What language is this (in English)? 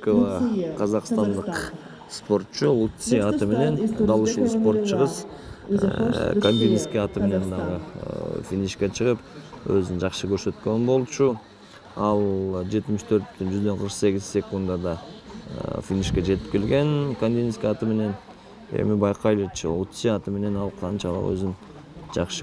Kyrgyz